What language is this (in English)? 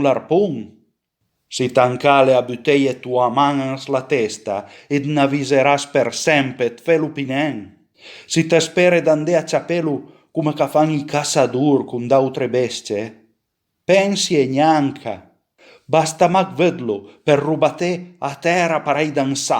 Piedmontese